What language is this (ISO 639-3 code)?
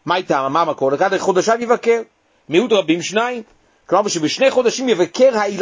heb